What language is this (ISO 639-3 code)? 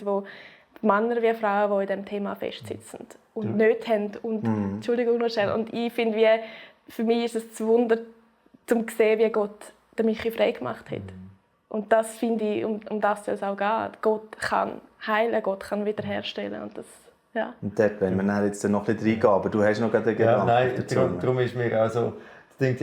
gsw